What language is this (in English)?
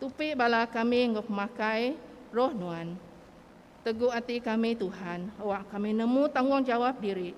Iban